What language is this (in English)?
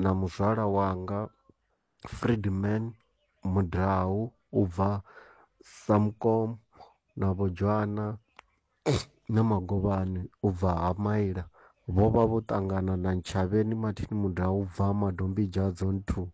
Venda